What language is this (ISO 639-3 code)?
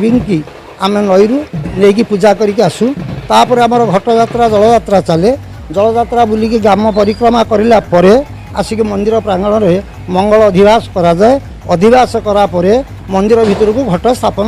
ori